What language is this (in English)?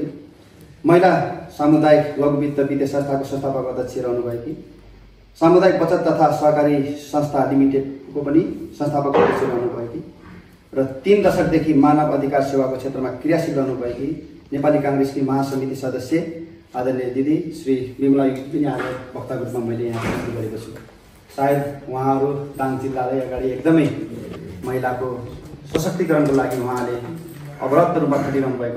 Nepali